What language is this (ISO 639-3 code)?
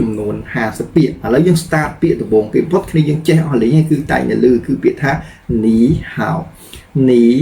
khm